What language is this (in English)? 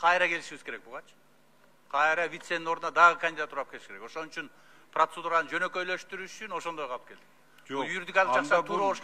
Kyrgyz